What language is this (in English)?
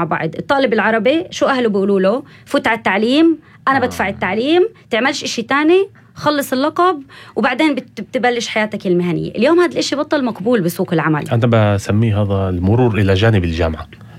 North Levantine Arabic